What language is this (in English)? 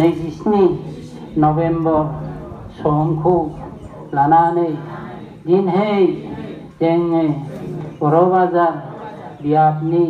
Bodo